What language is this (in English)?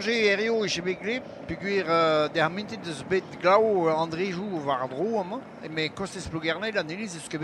Breton